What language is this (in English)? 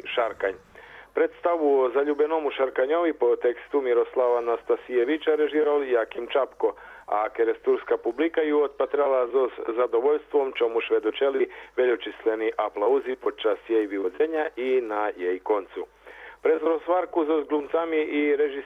Rusyn